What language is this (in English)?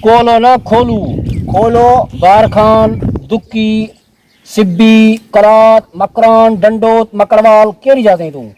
Saraiki